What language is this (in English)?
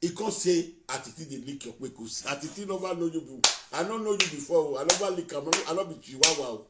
Nigerian Pidgin